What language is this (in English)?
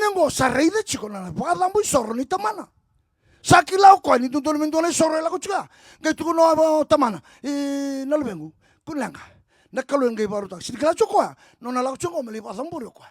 Fijian